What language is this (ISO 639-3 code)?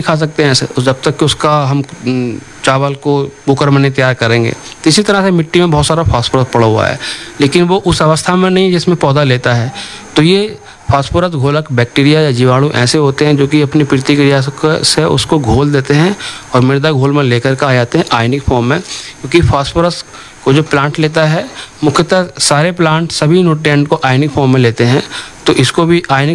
hin